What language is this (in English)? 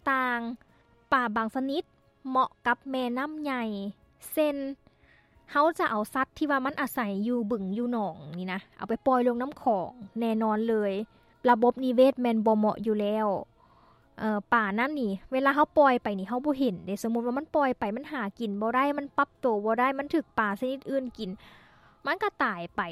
Lao